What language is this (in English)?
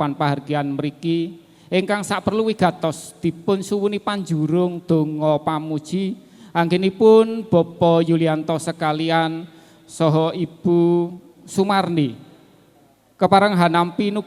Javanese